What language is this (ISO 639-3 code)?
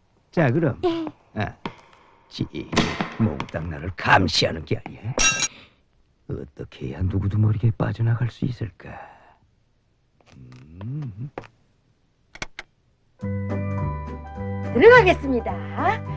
kor